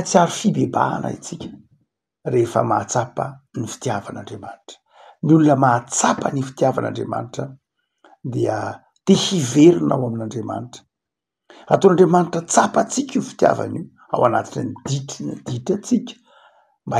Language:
Malagasy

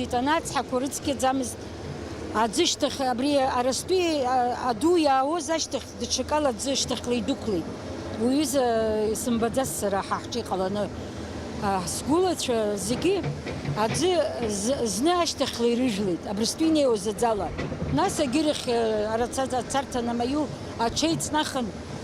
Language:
Abkhazian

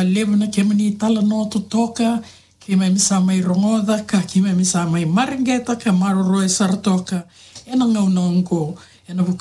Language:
Fijian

